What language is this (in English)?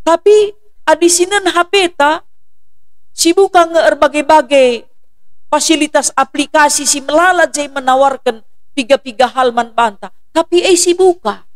Batak Karo